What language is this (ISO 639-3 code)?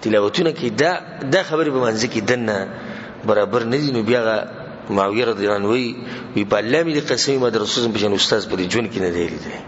pus